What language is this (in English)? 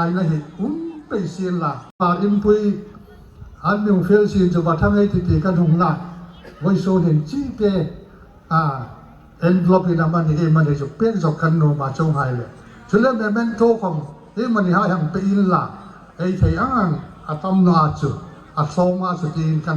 Hmar